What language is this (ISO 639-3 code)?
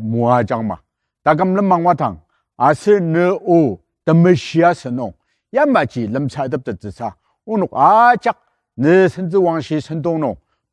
njo